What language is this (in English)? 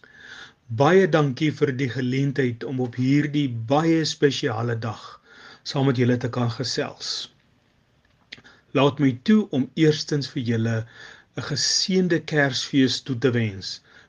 Afrikaans